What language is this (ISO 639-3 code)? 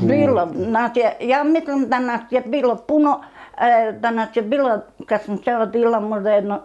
bos